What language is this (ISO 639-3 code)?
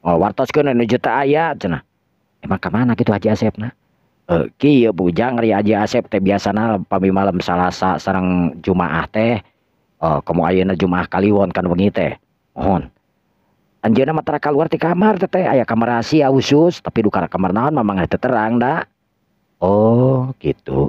sun